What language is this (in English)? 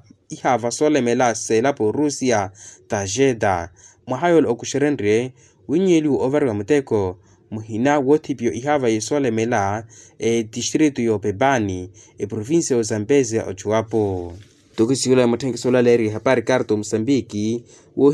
Makhuwa